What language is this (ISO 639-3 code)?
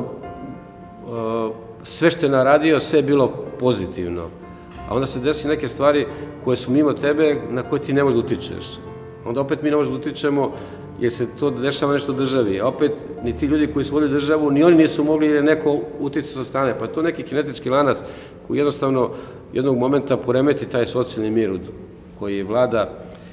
srp